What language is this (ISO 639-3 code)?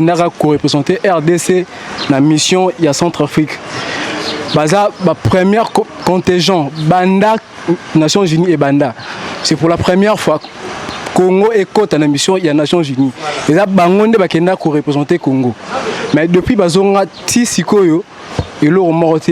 lin